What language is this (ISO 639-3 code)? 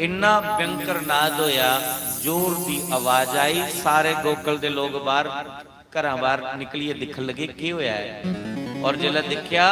doi